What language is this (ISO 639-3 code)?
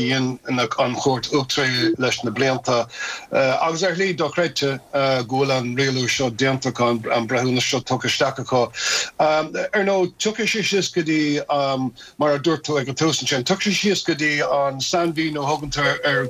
gle